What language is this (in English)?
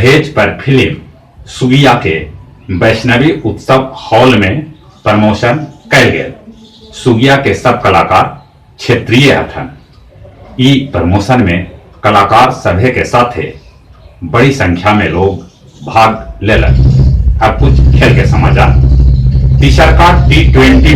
Magahi